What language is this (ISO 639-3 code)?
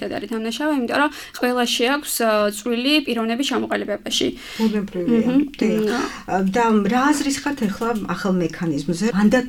kat